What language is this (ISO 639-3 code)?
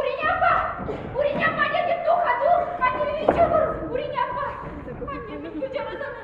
chv